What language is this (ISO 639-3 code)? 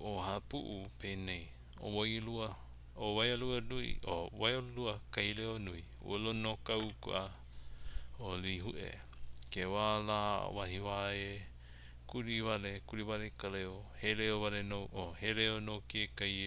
haw